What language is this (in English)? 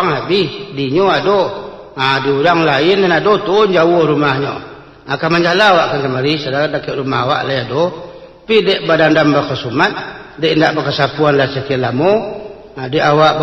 Minangkabau